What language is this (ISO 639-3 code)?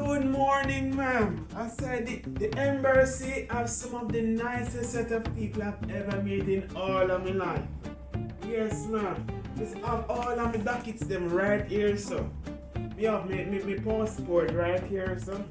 jam